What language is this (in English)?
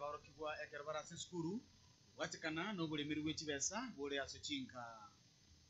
Gusii